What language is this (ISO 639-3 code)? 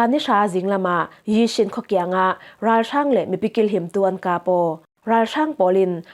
cfm